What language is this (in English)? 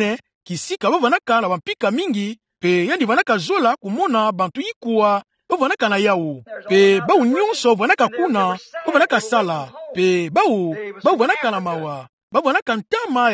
Kituba (Democratic Republic of Congo)